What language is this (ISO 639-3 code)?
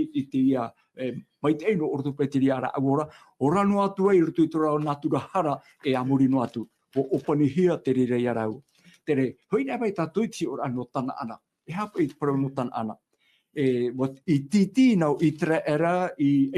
tah